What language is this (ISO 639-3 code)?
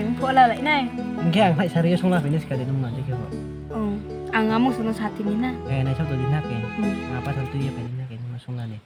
ria